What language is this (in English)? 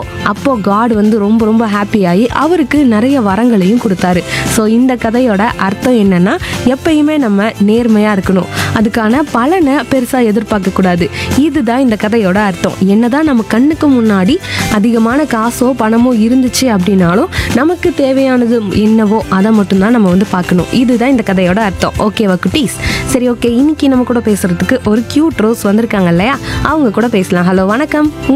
Tamil